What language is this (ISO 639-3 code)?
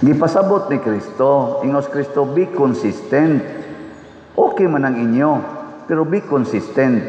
ceb